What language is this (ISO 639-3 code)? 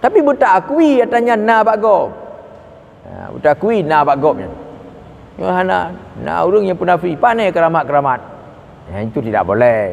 ace